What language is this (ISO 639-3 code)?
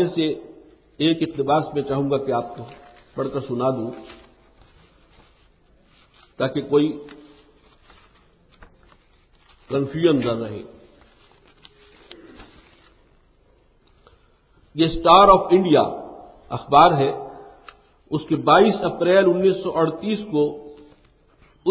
urd